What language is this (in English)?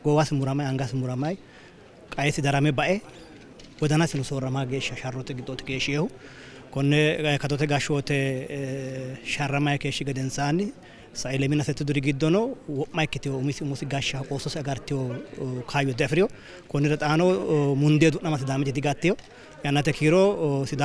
Sidamo